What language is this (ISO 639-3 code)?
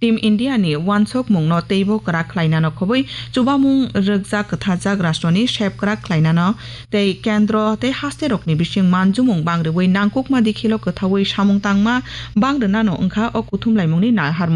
trp